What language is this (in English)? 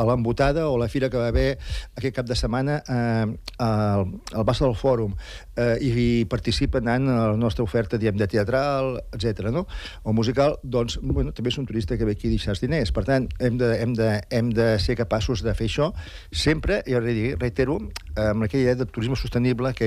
Catalan